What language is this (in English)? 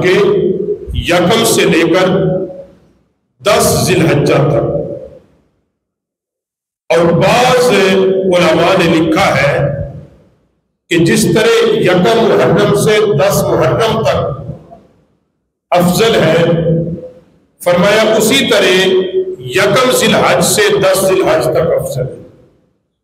Urdu